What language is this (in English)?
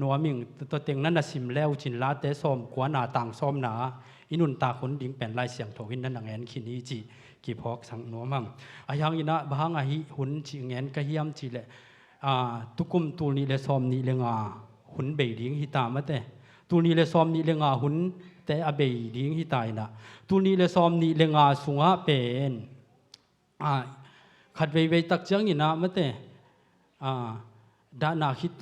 Tedim Chin